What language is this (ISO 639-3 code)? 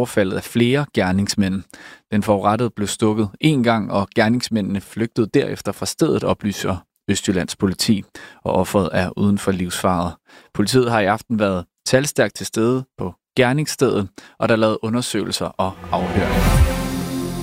dan